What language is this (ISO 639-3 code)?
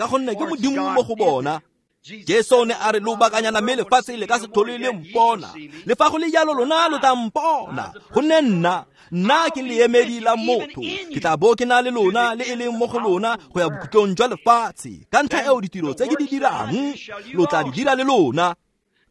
tsn